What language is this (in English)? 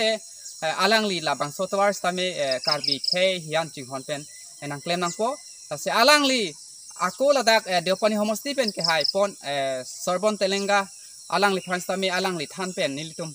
Karbi